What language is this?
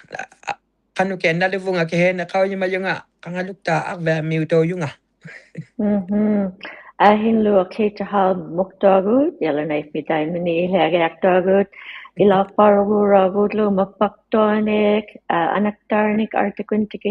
Inuktitut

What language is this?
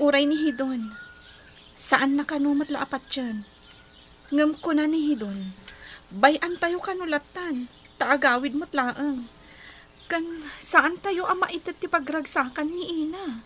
Iloko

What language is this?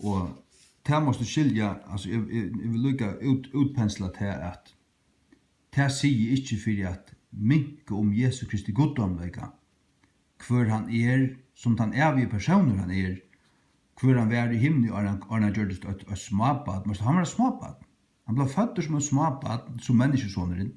Faroese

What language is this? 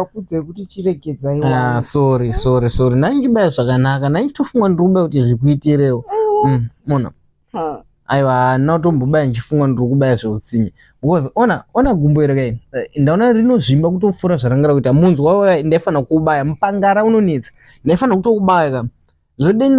Shona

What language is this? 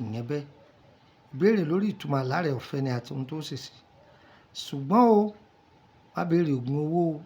Yoruba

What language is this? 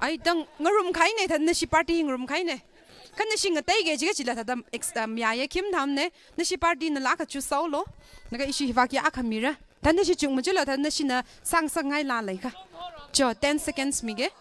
Tangkhul Naga (India)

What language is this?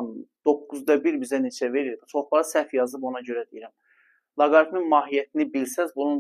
Azerbaijani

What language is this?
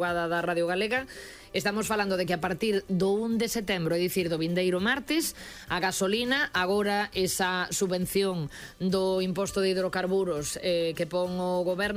Galician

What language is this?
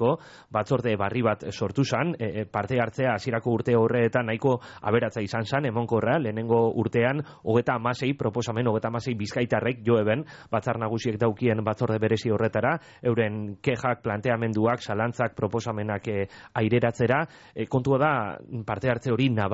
Basque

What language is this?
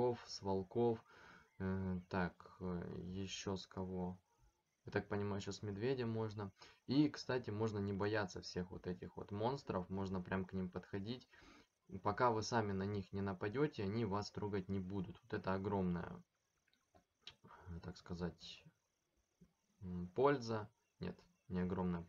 Russian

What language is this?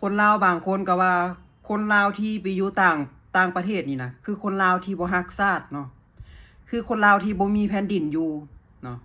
Lao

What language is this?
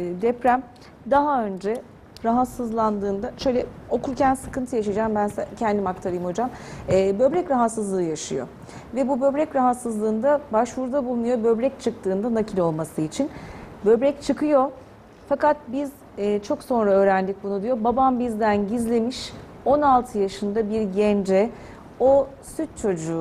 Turkish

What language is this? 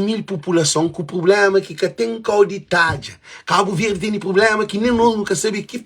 Kabuverdianu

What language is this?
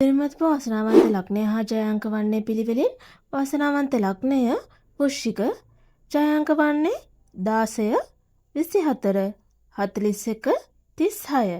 Sinhala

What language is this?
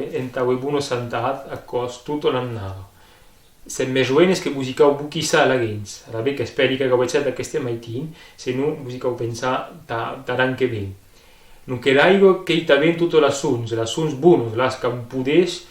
Occitan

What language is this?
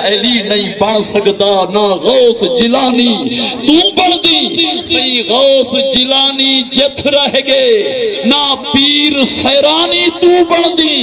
Saraiki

